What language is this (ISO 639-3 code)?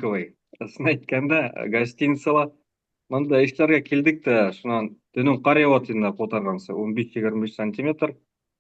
bak